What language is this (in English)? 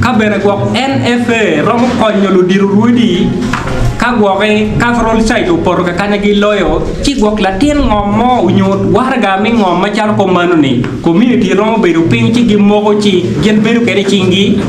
Acoli